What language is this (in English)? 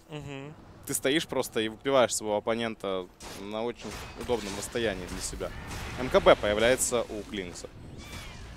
Russian